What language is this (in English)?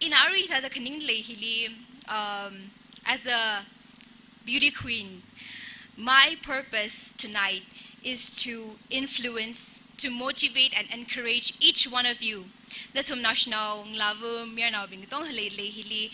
Tangkhul Naga (India)